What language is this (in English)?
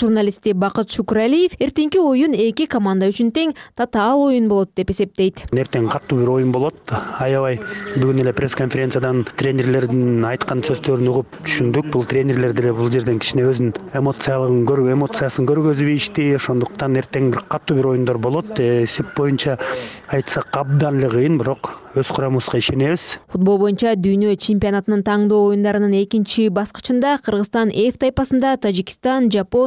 Kyrgyz